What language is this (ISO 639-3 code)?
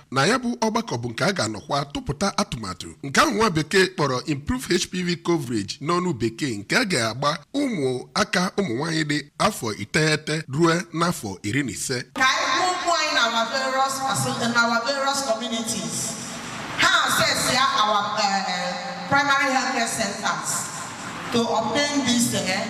ibo